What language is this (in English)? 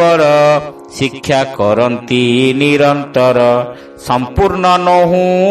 Odia